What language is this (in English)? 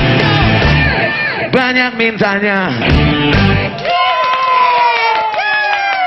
Indonesian